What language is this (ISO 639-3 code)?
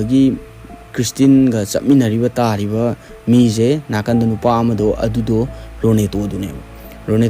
mni